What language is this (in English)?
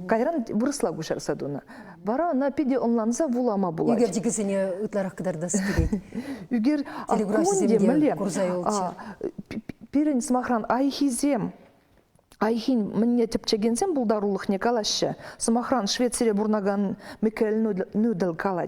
Chuvash